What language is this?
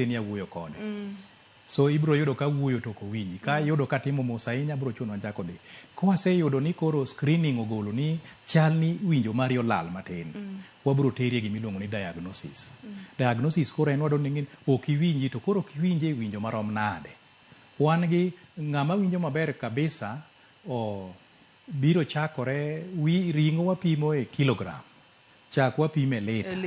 Luo (Kenya and Tanzania)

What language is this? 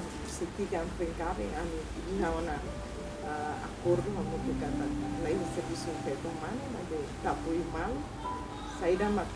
Tetum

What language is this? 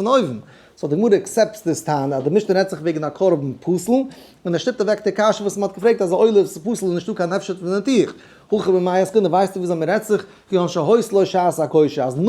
Yiddish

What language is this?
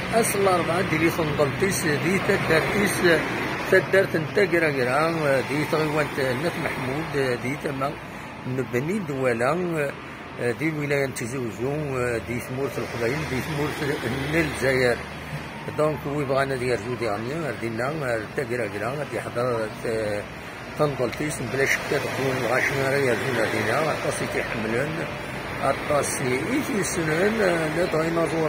Kabyle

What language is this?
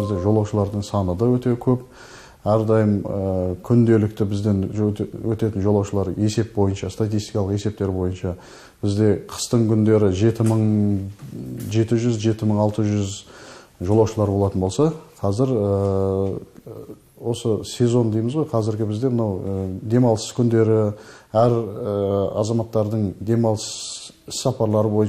Kazakh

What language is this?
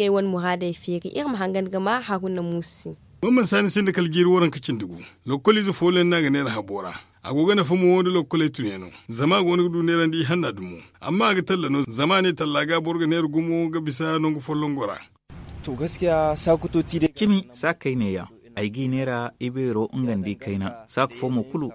Zarma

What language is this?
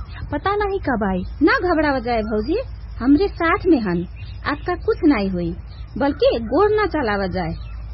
Bhojpuri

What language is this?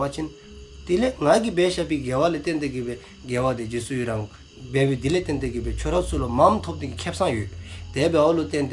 Dzongkha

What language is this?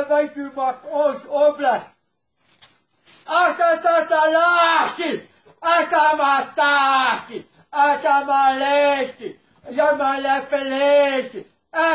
Afrikaans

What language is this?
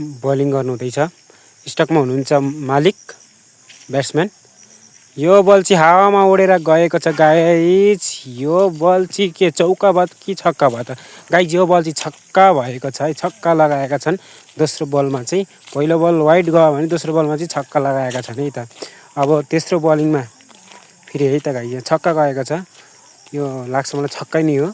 Nepali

